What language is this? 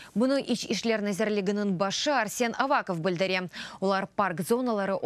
Crimean Tatar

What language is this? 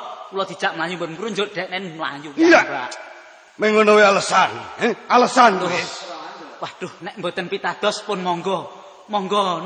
Javanese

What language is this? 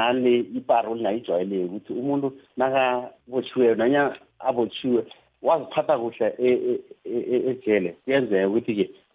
South Ndebele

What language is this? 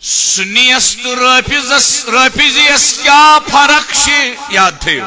Kashmiri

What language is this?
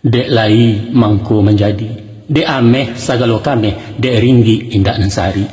Minangkabau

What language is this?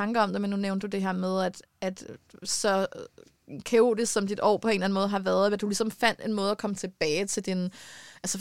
Danish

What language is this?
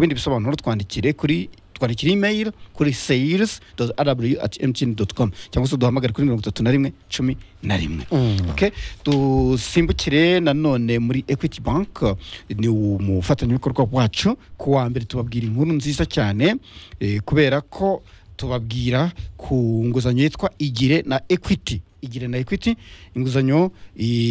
Kinyarwanda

